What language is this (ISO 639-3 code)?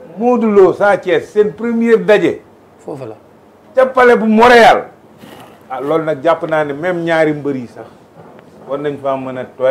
wol